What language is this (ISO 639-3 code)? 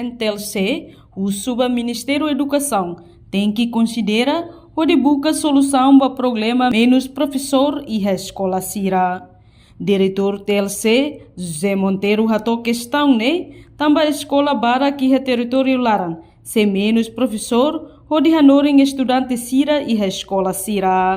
tet